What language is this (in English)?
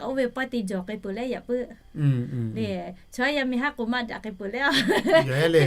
Lahu